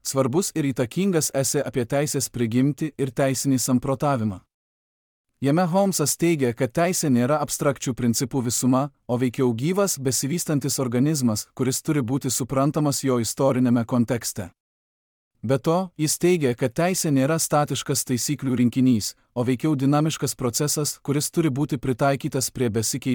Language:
Lithuanian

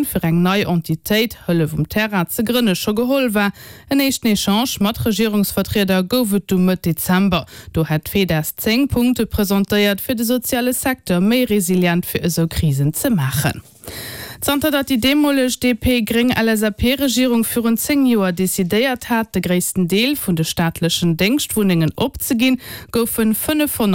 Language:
Luxembourgish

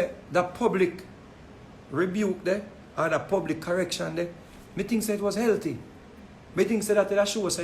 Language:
Jamaican Creole English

